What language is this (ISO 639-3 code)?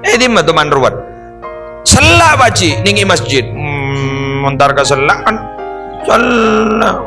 mad